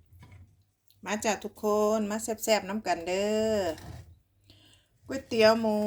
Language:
Lao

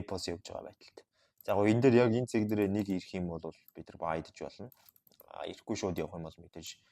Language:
Mongolian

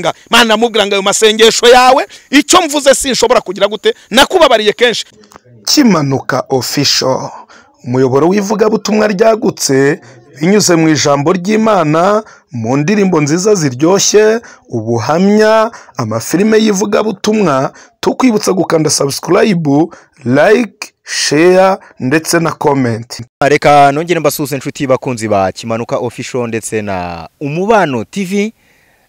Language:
Kinyarwanda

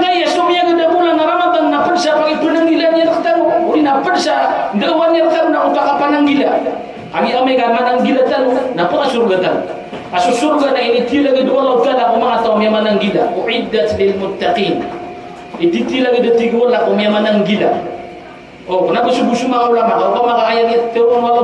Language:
Maranao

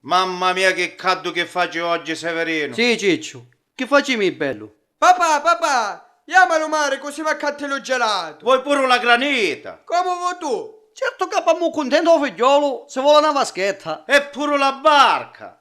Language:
Sicilian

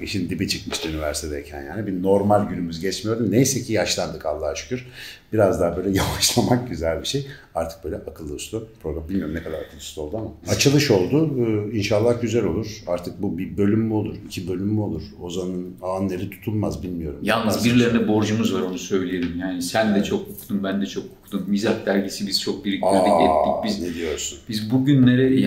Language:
Turkish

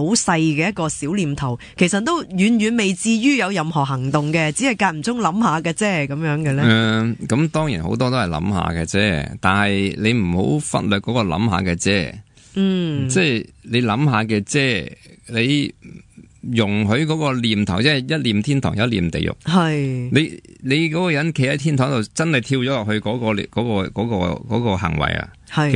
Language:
Cantonese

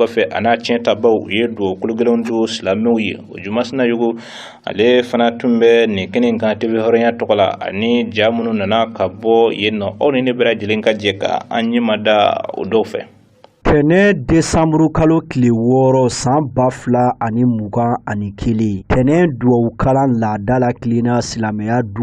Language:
Bambara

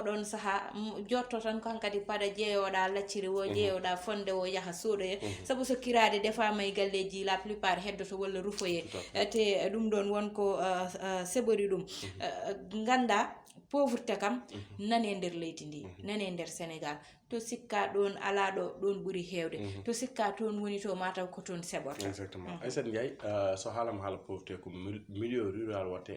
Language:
Fula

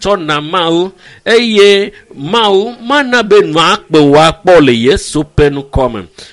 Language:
Ewe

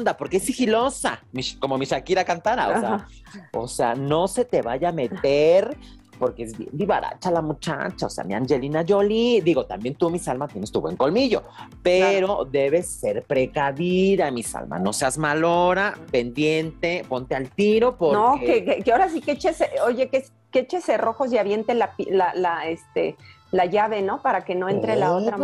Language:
Spanish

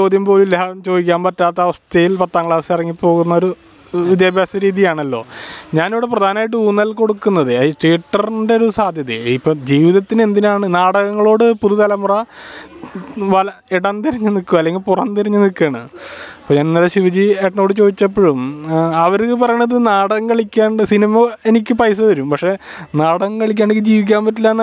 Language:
Malayalam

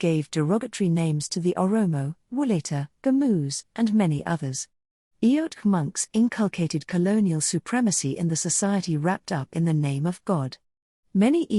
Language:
English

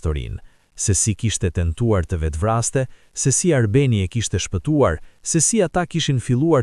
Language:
Albanian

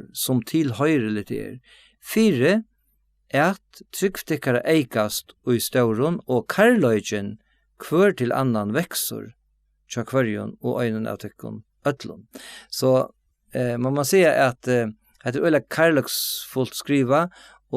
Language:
Faroese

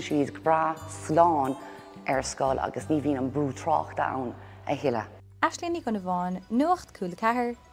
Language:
Irish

